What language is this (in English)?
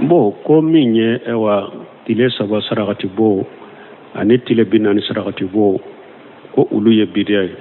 Bambara